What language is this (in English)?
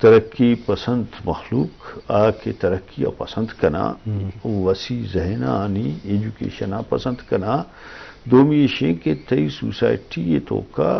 Eastern Balochi